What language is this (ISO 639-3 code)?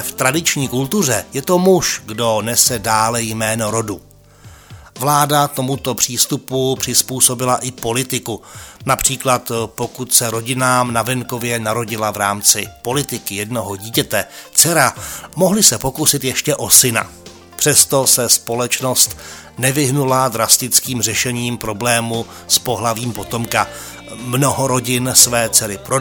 ces